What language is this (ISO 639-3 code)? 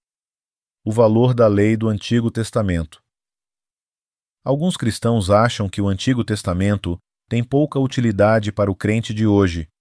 por